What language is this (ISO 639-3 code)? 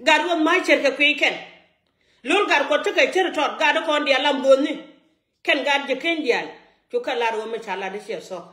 nus